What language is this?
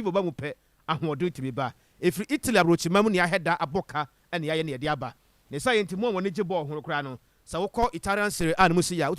Akan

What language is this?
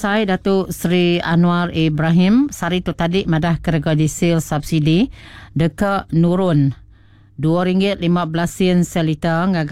Iban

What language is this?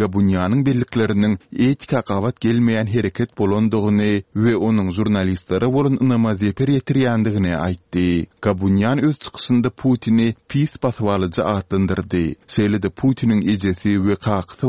Turkmen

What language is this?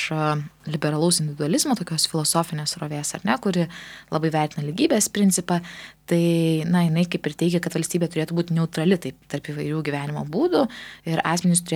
Lithuanian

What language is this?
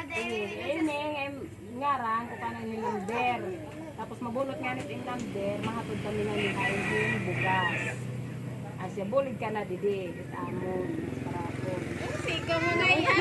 Waray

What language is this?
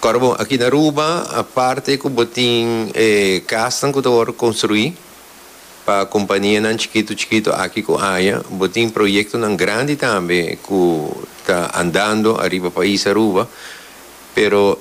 Papiamento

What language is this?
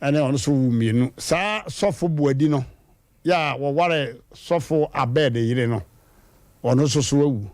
Akan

